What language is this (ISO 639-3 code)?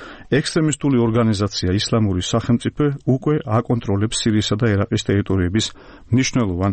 kat